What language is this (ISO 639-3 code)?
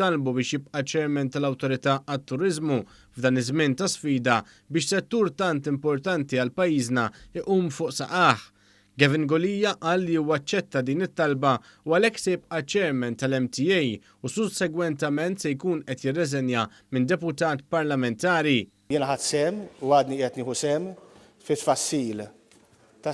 mlt